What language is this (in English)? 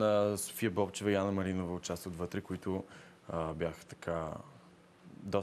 Bulgarian